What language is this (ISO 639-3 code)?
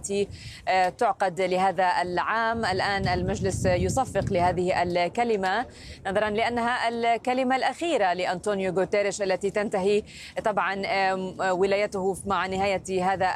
ara